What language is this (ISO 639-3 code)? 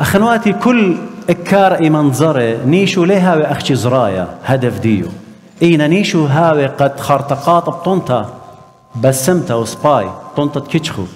aii